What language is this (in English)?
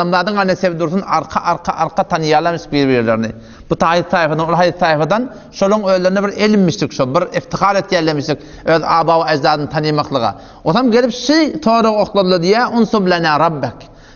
Turkmen